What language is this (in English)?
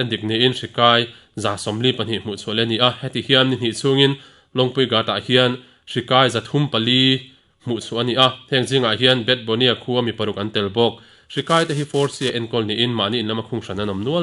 Mizo